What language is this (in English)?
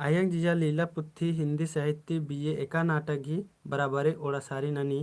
Kurukh